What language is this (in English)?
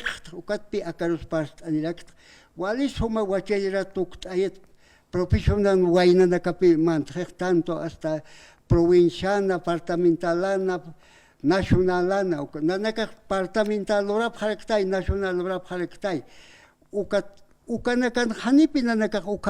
Aymara